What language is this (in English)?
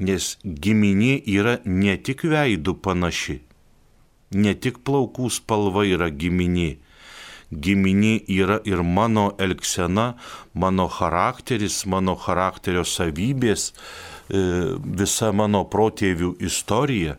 Lithuanian